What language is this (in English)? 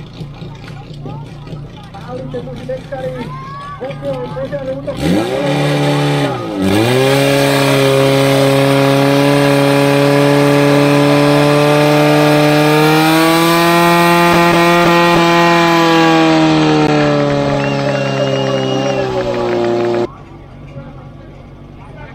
Slovak